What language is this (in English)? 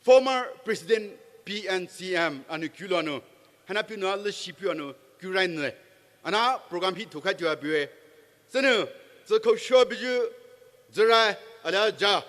Poumei Naga